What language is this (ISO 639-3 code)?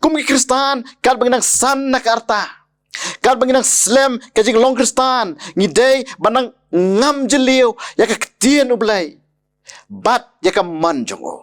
kha